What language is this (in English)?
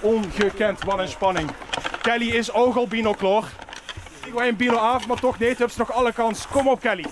Limburgish